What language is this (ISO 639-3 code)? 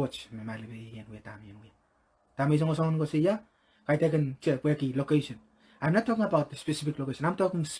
pon